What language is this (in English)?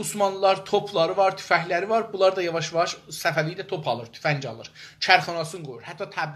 South Azerbaijani